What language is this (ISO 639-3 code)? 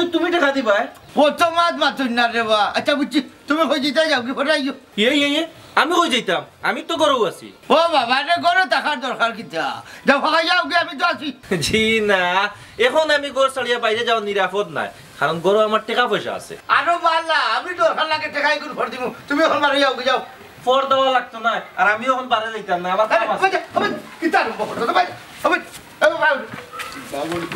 syl